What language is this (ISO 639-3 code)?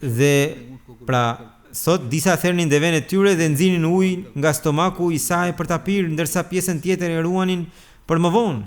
sqi